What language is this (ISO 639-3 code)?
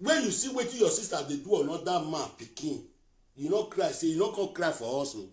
pcm